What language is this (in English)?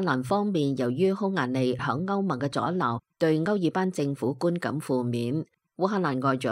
Cantonese